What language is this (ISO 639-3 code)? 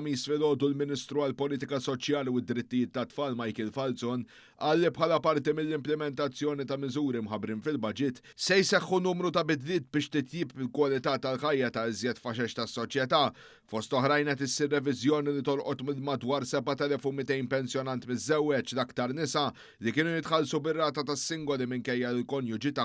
mlt